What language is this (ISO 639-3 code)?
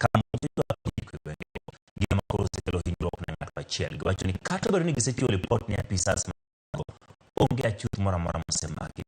luo